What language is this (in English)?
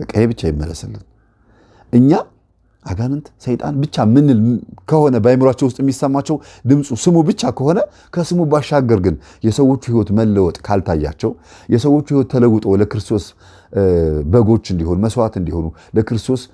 Amharic